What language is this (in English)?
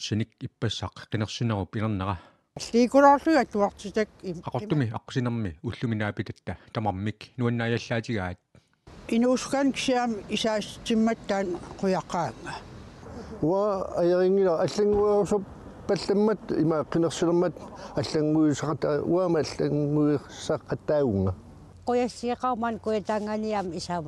Kalaallisut